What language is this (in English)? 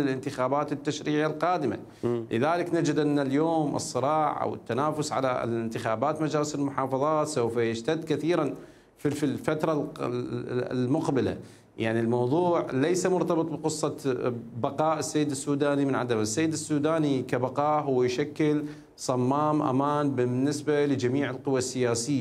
Mesopotamian Arabic